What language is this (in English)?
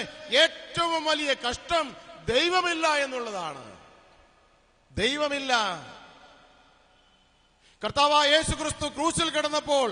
Malayalam